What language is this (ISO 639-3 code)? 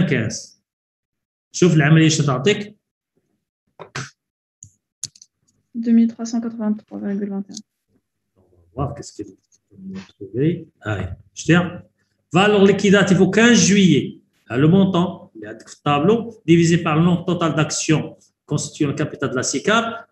fra